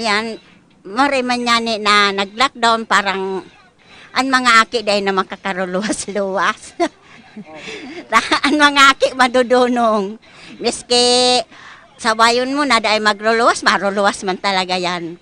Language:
Bikol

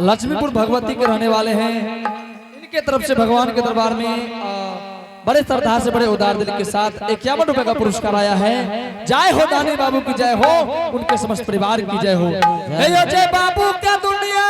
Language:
Angika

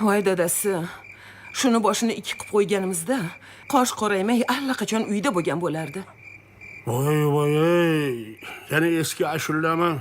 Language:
Kara-Kalpak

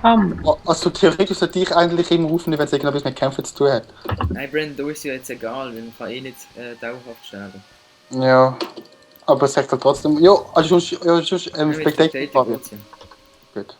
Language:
Swiss German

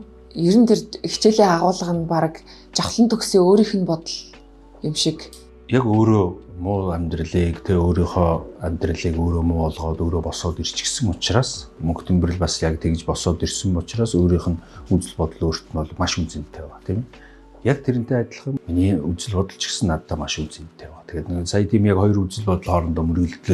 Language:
Mongolian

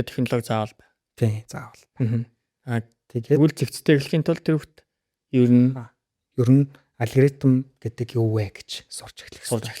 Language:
Mongolian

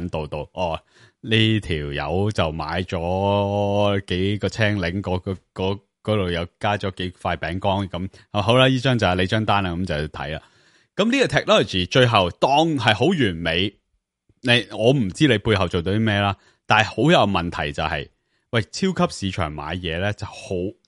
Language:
Cantonese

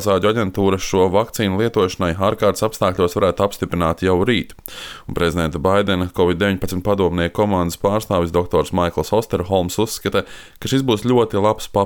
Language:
Latvian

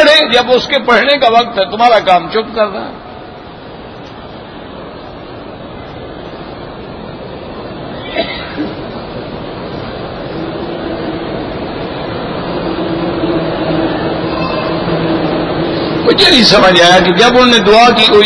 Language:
Urdu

